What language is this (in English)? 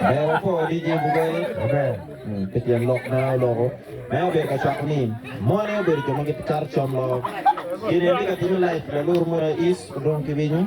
Acoli